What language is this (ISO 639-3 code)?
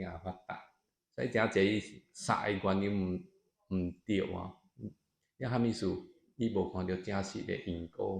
nan